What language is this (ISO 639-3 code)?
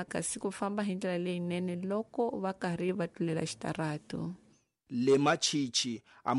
tso